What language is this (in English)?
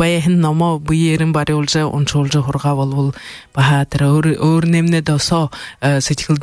Buriat